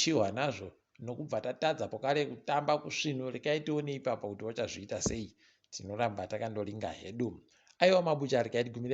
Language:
Ndau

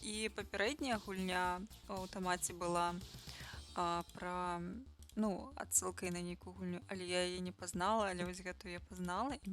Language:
Belarusian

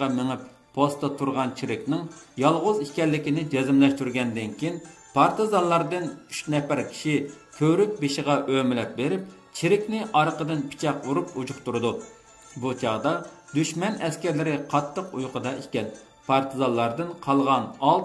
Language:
Uyghur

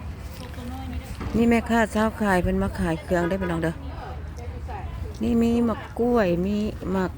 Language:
Lao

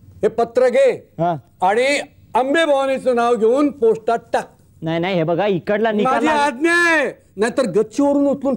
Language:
Marathi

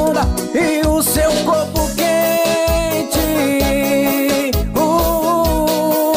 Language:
Portuguese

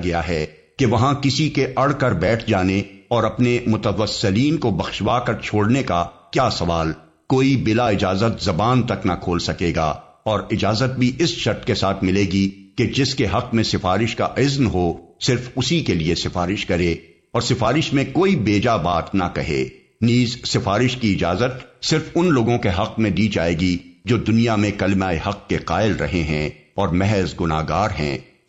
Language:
Urdu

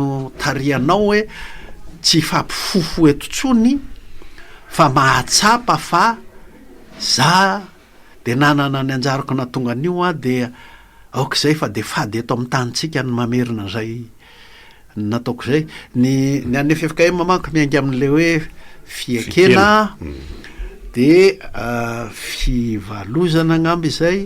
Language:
Malagasy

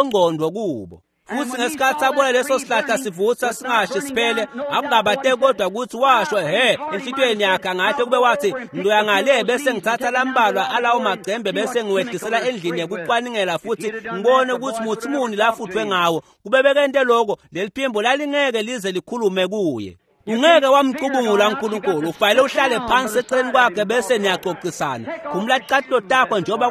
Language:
Swati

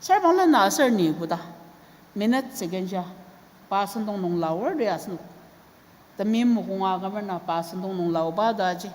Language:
Ao Naga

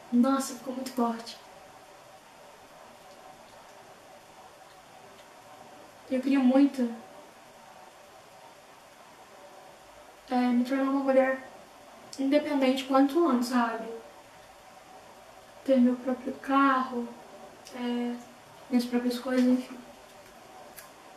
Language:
Portuguese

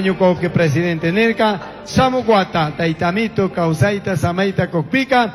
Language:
Chimborazo Highland Quichua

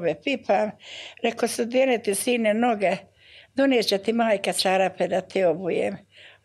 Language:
Bosnian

